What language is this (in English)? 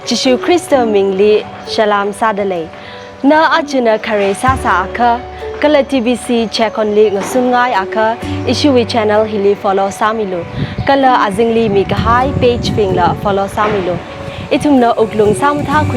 Tangkhul Naga (India)